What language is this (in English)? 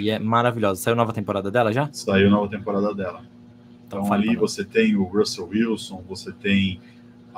Portuguese